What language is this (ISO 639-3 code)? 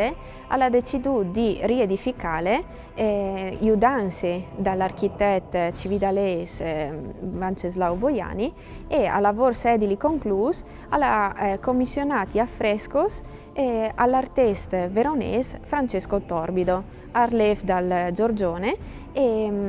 fur